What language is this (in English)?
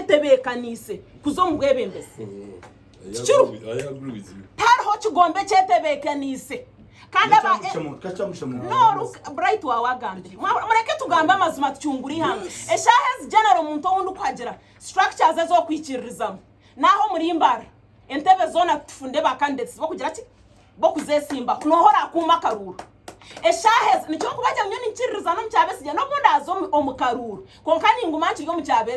Nyankole